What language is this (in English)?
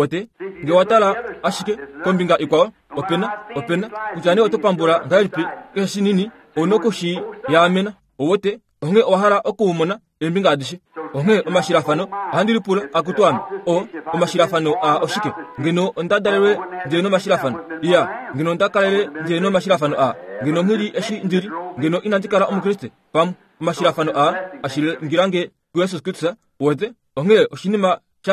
Kuanyama